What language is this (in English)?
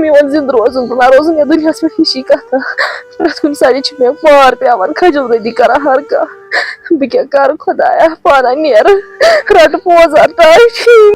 Kashmiri